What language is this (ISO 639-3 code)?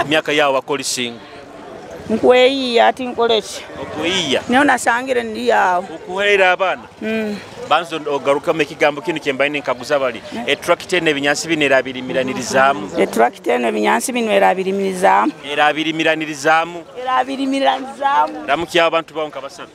nyo